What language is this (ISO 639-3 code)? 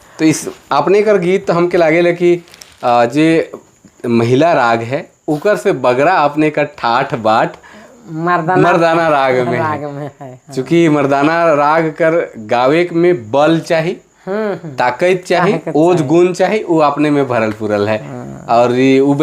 sck